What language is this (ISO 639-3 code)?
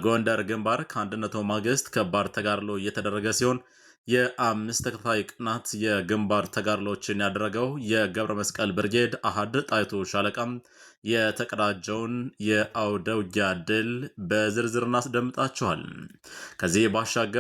amh